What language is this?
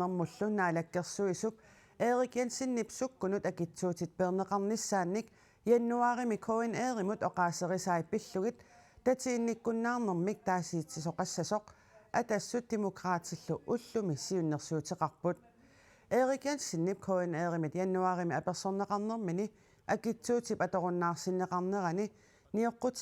Kalaallisut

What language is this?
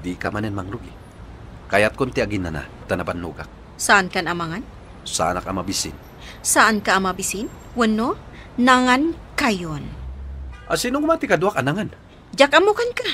Iloko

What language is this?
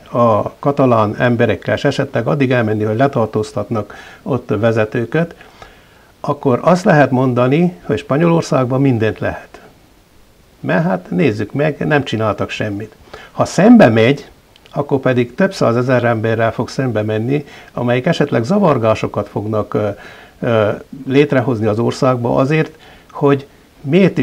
Hungarian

